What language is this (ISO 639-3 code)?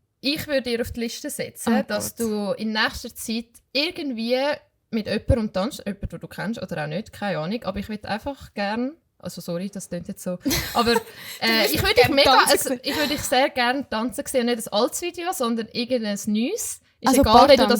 gsw